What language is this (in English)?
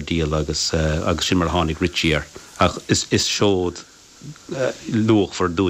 Irish